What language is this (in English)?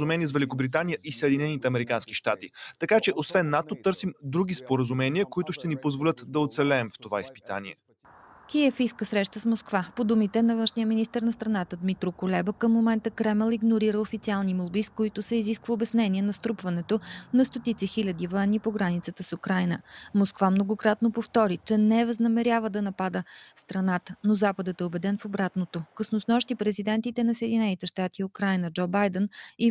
Bulgarian